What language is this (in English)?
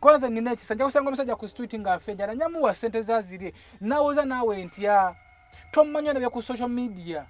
Ganda